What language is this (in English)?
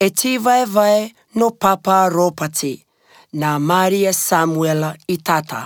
Latvian